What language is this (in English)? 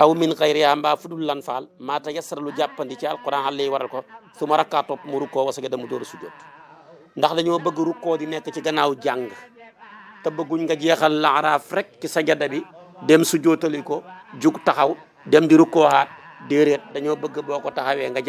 Wolof